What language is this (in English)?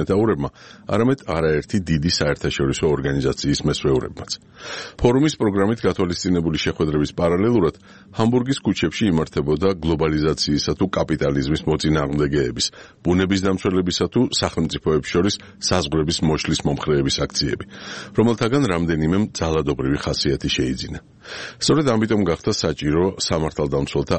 Georgian